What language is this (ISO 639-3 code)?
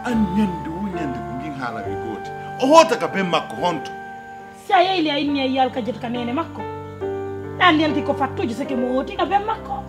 fuf